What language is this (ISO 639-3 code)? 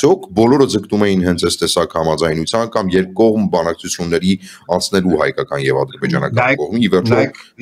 hye